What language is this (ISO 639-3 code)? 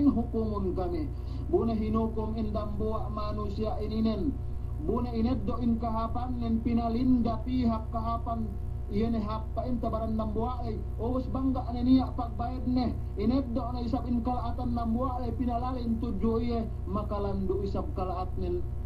yka